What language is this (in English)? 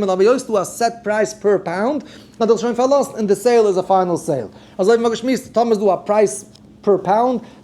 Yiddish